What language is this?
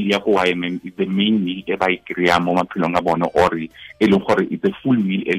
Tswana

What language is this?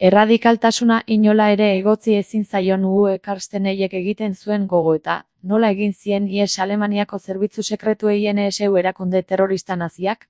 Basque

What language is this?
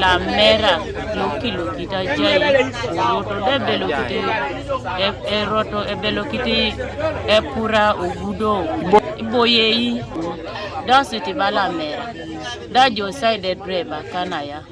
Teso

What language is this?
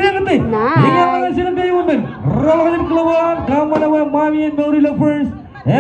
Marshallese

